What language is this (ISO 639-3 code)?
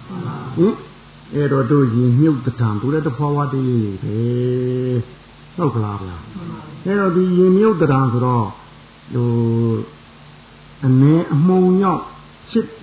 mya